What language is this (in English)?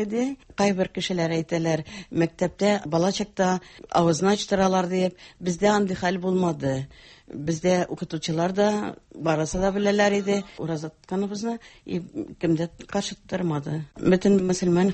Tatar